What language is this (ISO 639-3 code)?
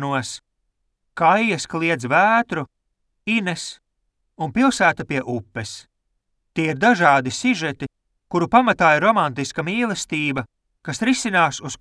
lav